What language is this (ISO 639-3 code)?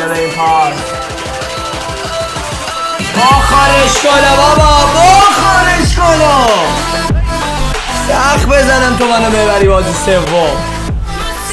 fas